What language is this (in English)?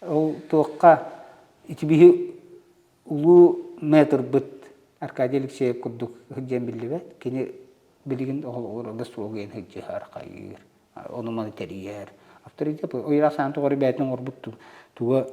Yakut